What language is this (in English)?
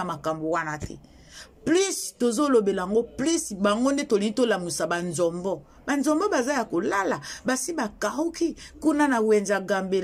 Lingala